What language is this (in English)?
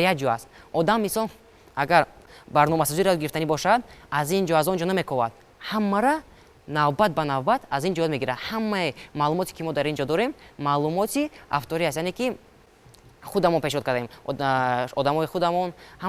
Tajik